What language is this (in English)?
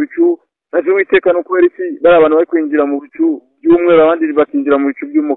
Kinyarwanda